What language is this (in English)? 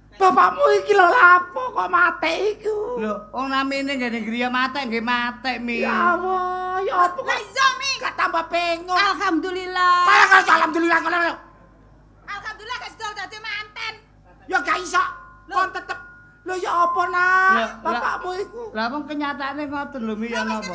Javanese